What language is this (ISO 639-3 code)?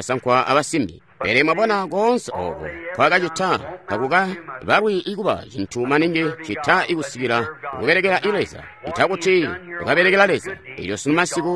toi